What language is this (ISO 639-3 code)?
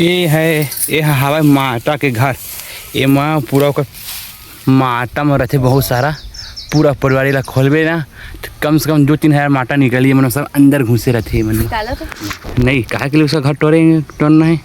hne